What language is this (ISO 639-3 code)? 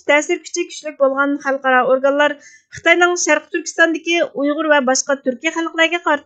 uig